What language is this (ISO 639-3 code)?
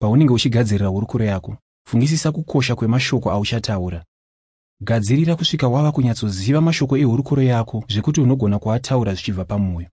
sna